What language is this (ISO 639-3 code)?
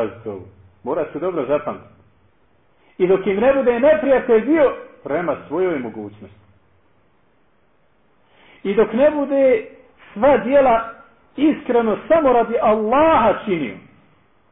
bos